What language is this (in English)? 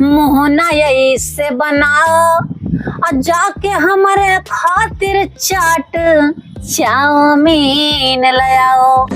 Awadhi